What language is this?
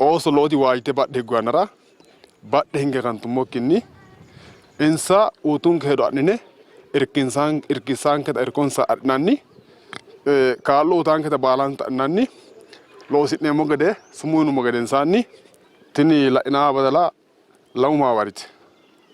Sidamo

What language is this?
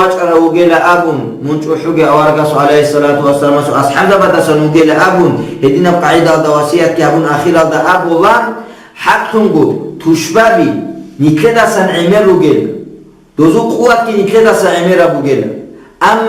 Avaric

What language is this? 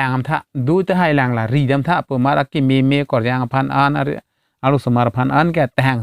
Karbi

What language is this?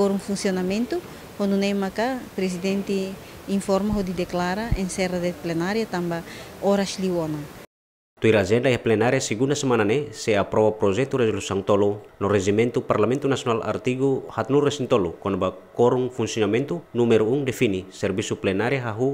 Tetum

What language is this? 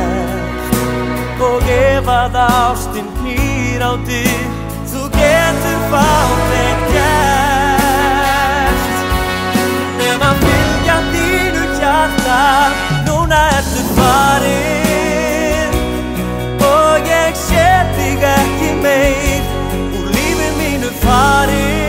Icelandic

